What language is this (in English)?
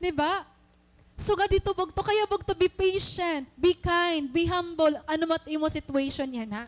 Waray